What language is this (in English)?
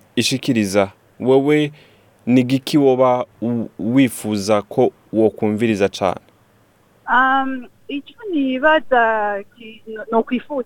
Rundi